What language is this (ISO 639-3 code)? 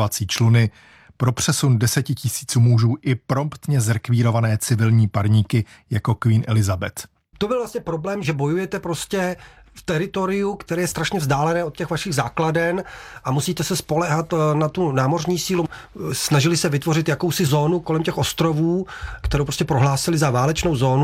ces